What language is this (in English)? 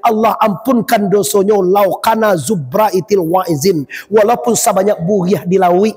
Minangkabau